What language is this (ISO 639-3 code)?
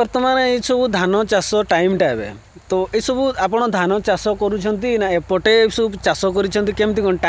ori